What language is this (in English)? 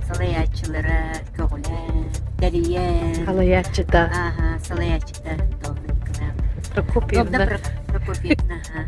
Yakut